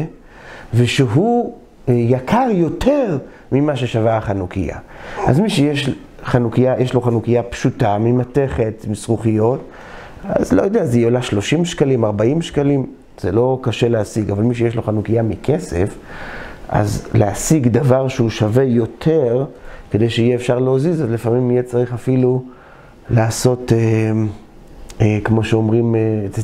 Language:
Hebrew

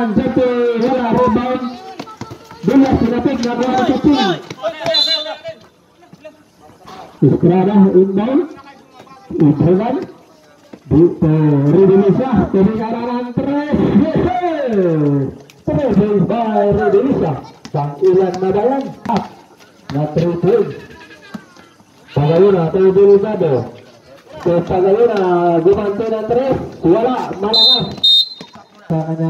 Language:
Filipino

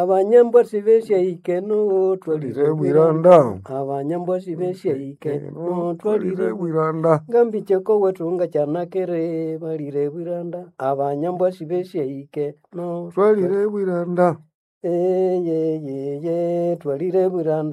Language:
Nande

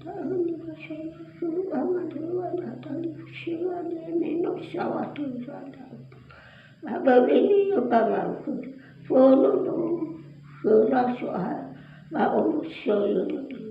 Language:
Nias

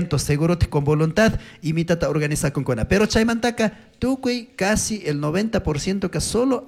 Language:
Chimborazo Highland Quichua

